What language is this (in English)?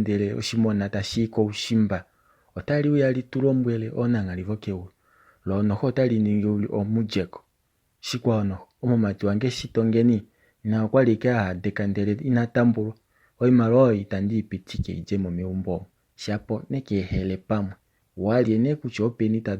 Kuanyama